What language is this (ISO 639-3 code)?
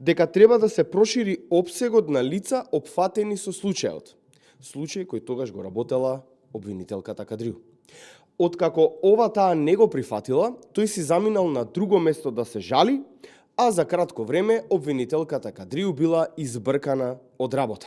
mkd